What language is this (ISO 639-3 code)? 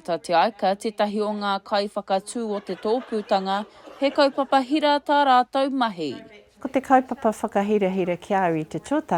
mri